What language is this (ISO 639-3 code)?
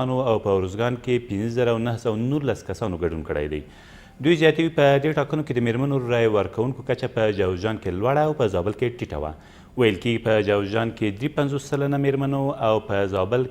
pus